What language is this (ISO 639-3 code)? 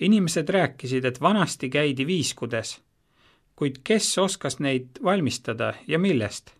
est